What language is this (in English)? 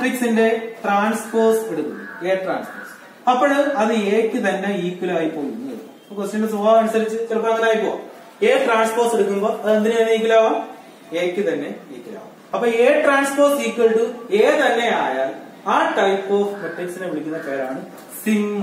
Malayalam